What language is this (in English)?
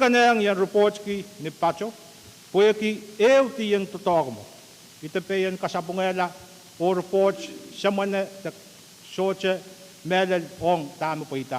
Pohnpeian